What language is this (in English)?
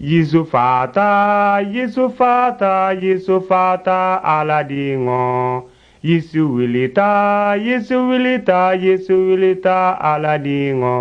Mandingo